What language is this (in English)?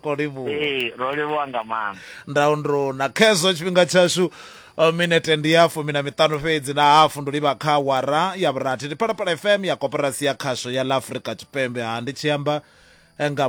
Venda